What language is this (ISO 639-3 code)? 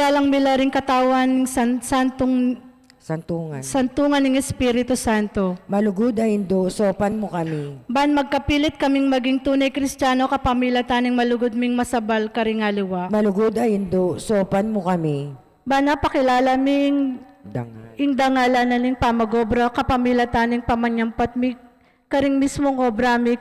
pam